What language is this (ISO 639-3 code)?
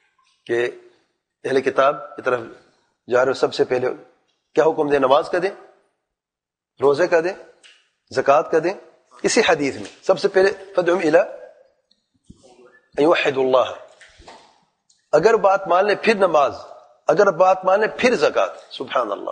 urd